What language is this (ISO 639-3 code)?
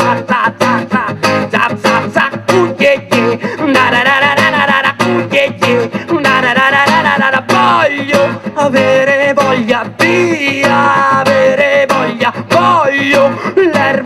ita